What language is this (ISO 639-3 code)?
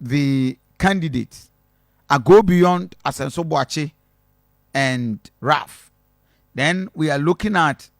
aka